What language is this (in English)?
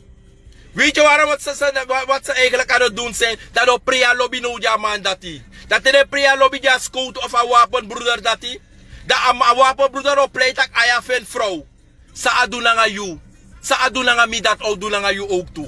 Sranan Tongo